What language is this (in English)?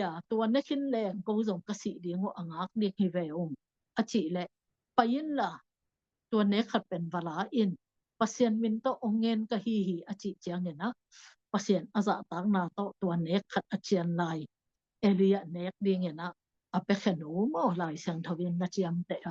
Tedim Chin